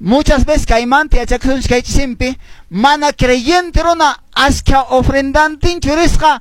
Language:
Quechua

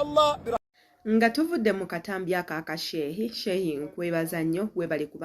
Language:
Ganda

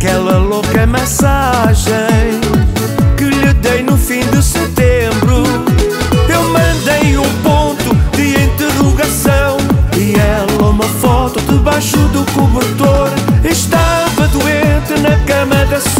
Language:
Portuguese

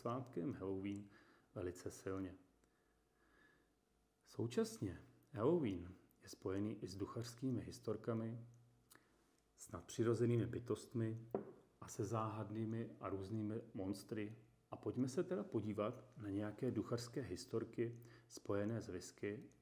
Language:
Czech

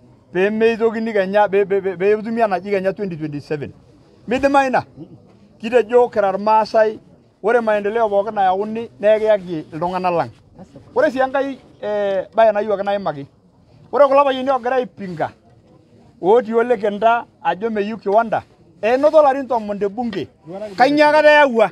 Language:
Masai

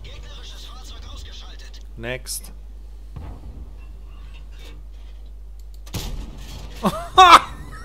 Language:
German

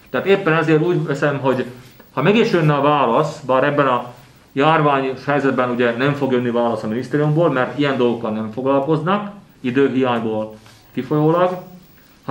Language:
Hungarian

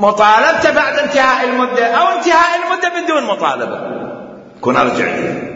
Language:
Mesopotamian Arabic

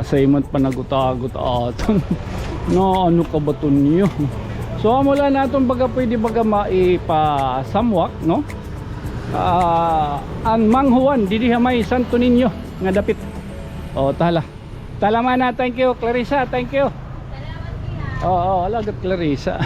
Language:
Waray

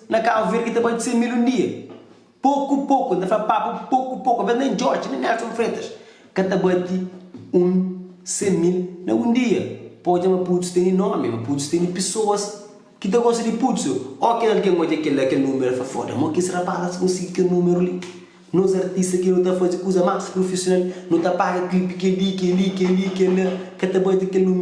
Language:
Kabuverdianu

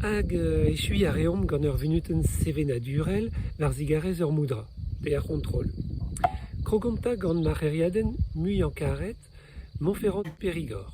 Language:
Breton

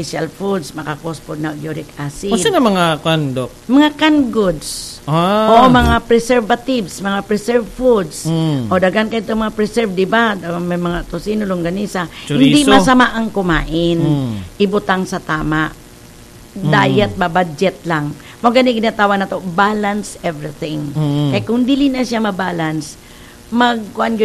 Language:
Cebuano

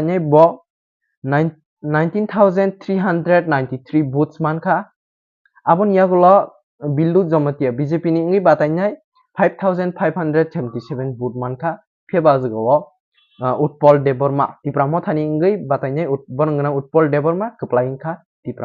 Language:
Kok Borok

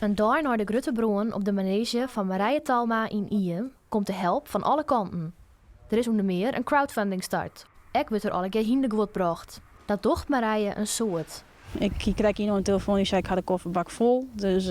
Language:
Western Frisian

